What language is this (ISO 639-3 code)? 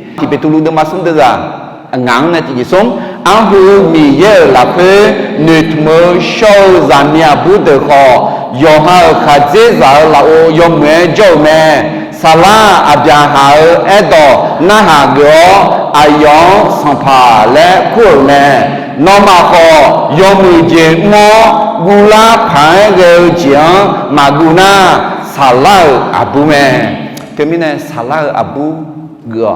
ahk